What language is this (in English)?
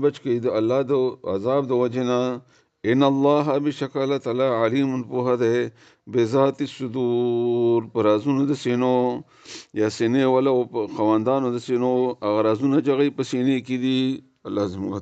Pashto